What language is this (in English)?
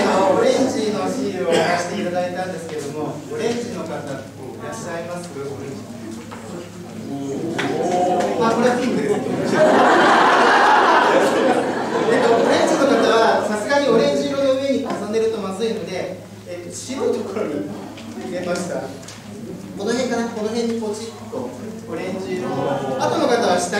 Japanese